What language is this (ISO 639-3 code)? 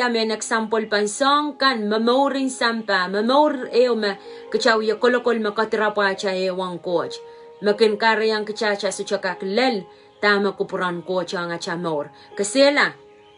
pon